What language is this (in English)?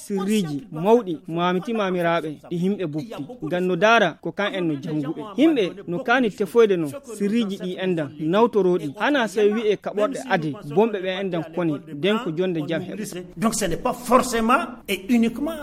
Fula